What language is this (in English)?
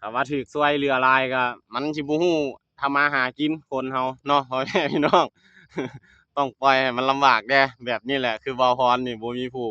Lao